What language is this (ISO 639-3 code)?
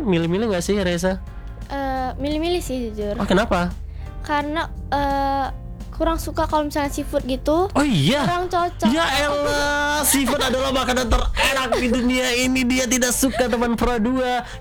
ind